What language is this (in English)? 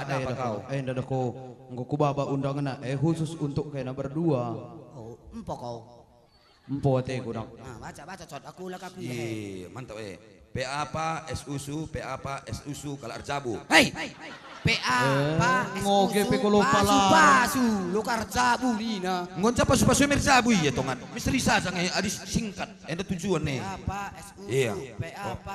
Batak Karo